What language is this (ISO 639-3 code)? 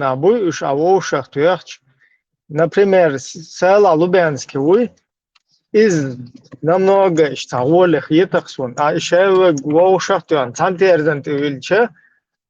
che